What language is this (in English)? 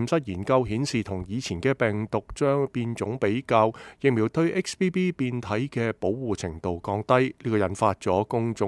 Cantonese